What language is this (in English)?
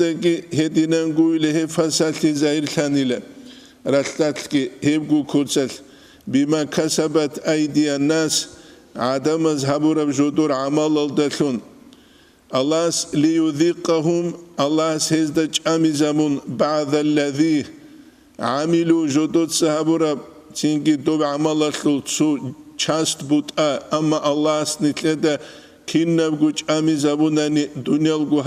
Avaric